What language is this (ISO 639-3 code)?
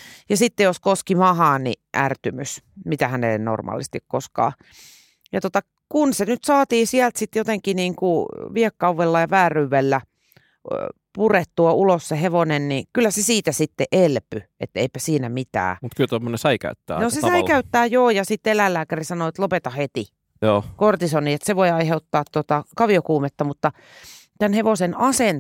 fin